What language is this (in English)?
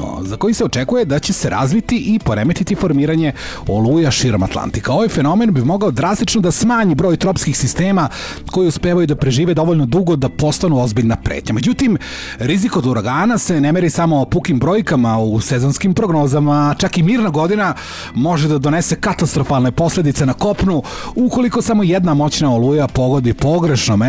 Serbian